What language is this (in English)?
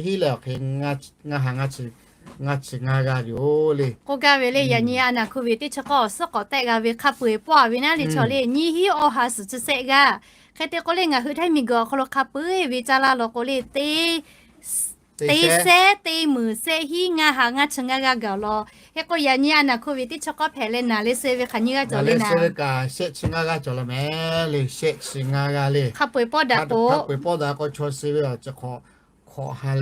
Lahu